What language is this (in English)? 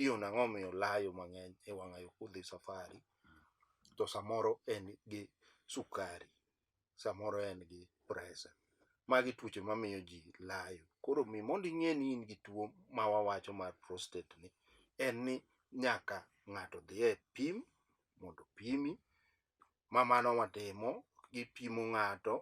Luo (Kenya and Tanzania)